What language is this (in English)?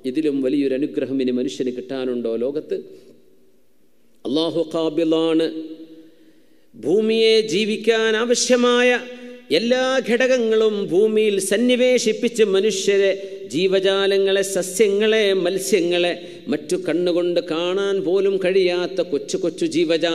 Malayalam